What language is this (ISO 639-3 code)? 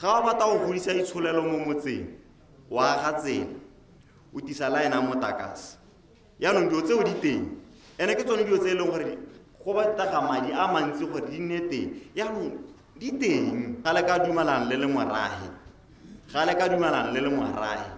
tsn